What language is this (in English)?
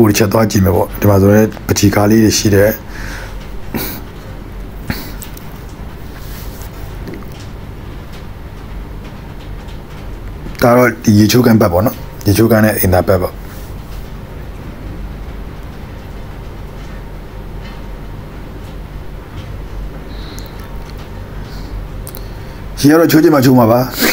Burmese